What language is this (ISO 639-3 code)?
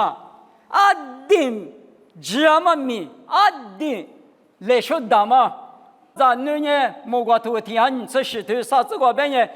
lis